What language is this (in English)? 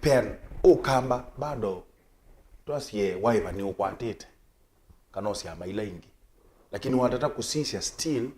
Kamba